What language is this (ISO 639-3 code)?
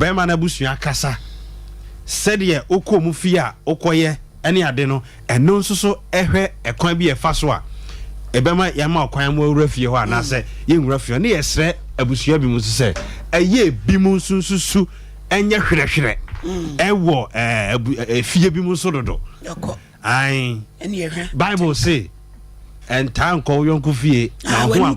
aka